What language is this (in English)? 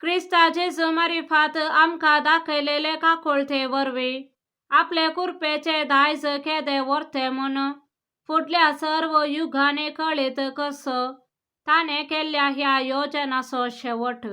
Konkani